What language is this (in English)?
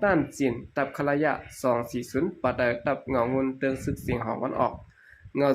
Shan